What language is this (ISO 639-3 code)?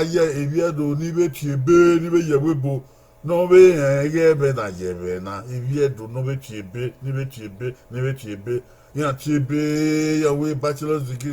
bin